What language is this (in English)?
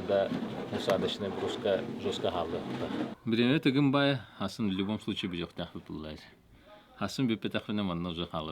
Yakut